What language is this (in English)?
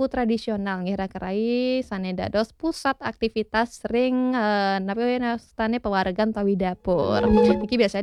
Balinese